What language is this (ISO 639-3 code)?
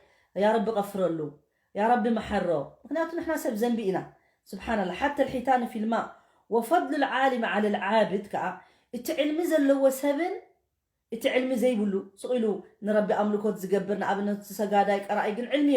tir